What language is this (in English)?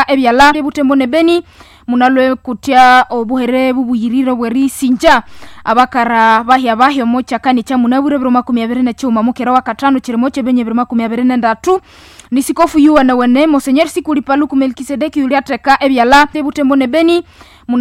Nande